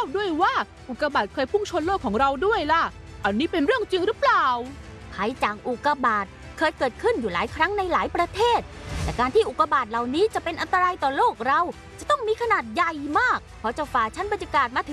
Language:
Thai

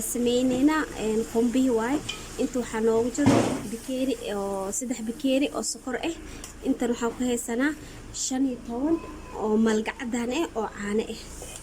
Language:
Somali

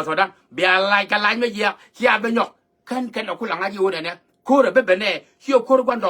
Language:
Nuer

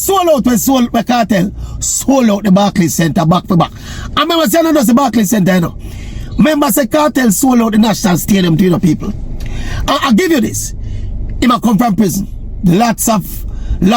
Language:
Jamaican Creole English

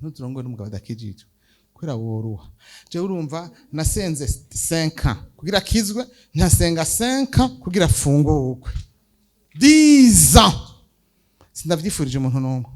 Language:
Rundi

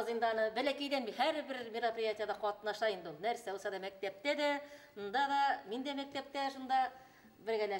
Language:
Bashkir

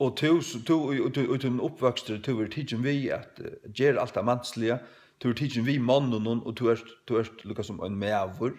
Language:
Faroese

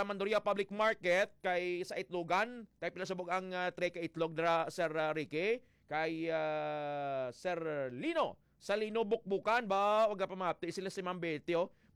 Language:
Hiligaynon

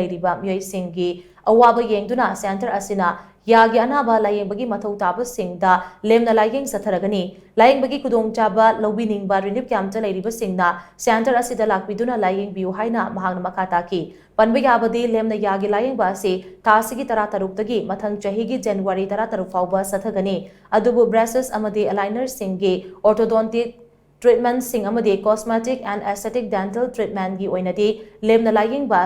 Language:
Manipuri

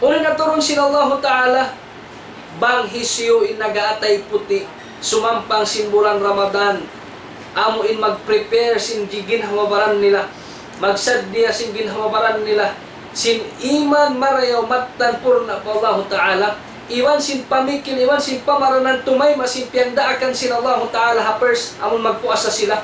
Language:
Tausug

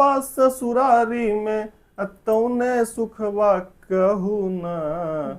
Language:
Magahi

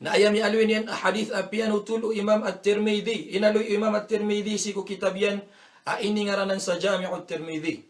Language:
Maranao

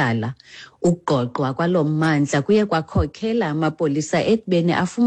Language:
Xhosa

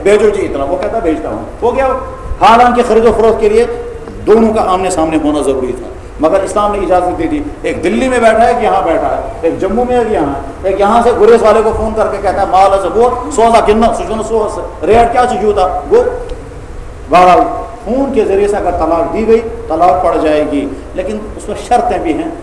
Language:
Urdu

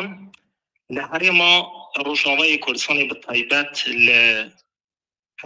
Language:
Kurdish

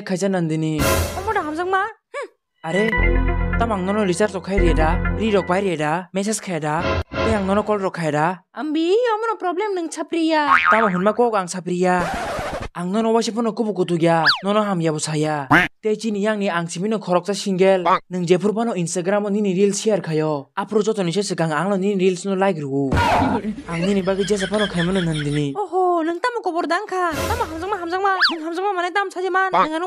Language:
Kok Borok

